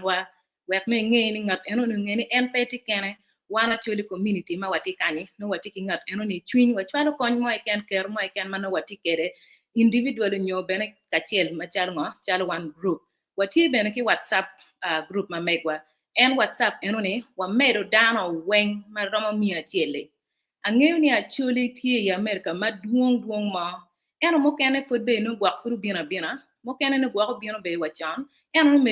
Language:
Acoli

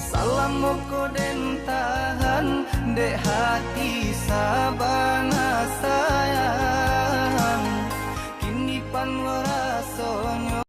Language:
Minangkabau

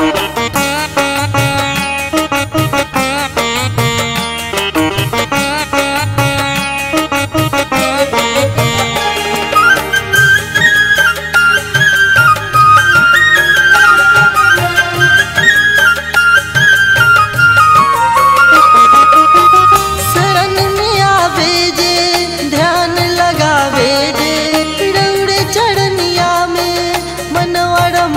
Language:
Bhojpuri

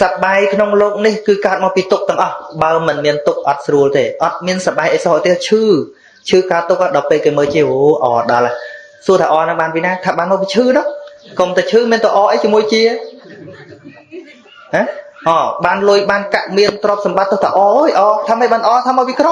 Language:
Khmer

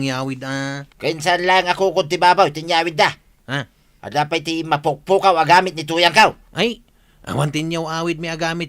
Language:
Iloko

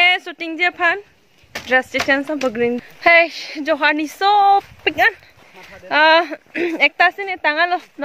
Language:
Karbi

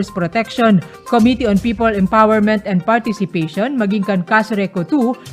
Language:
Bikol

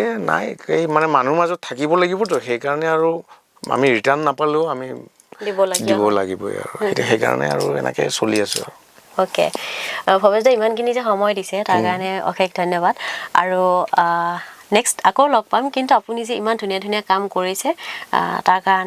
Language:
Assamese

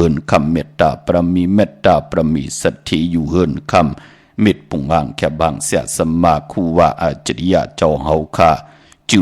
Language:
Shan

